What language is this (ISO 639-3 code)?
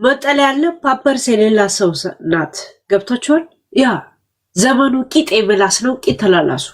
amh